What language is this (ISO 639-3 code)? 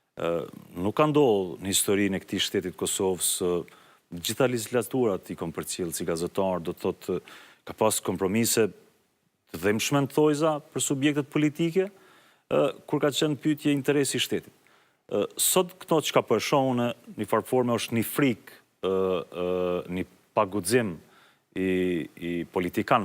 sqi